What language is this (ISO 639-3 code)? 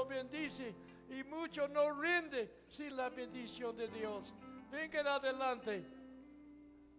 spa